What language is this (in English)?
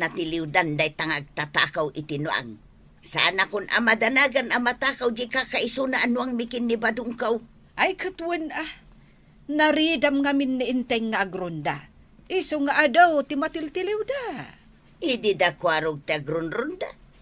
Iloko